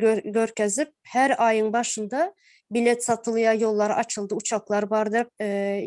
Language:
Turkmen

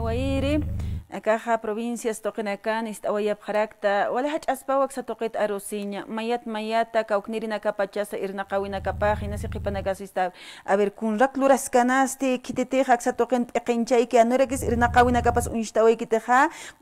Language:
Aymara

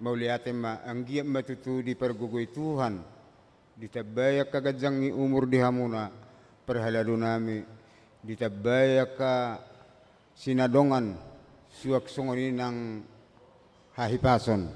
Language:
Batak Toba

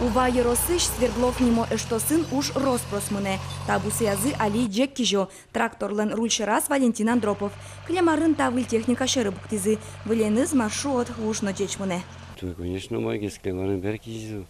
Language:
Udmurt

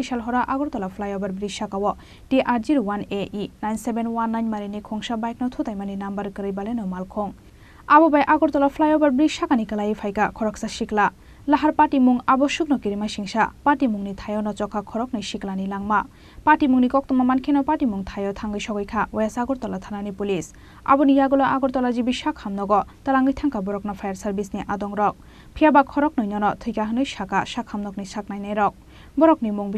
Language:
Kok Borok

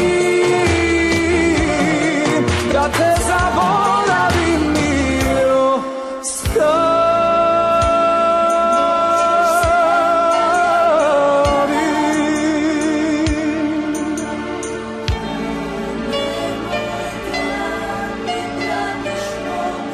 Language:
Serbian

